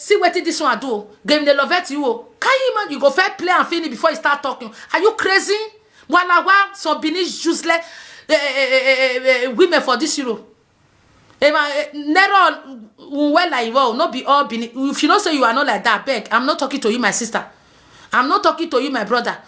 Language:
Nigerian Pidgin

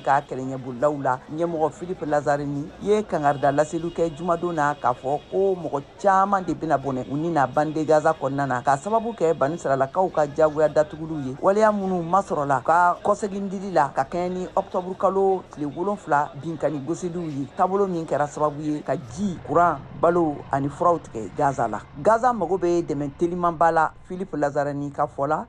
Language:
Bambara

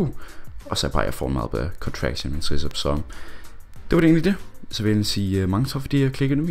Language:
Danish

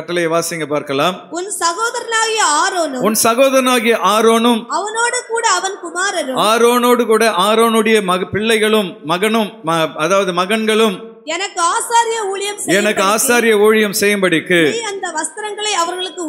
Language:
Tamil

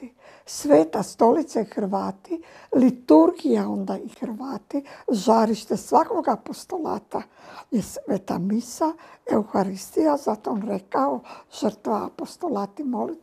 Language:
Croatian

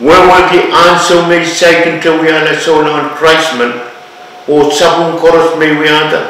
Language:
Pohnpeian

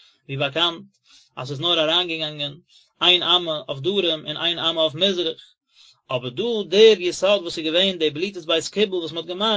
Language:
Yiddish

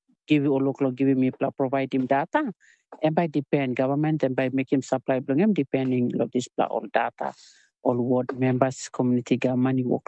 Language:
Tok Pisin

